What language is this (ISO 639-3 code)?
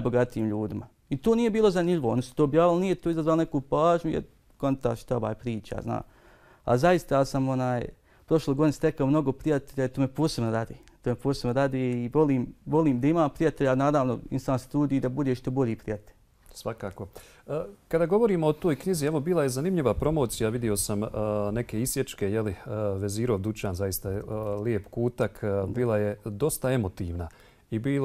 bos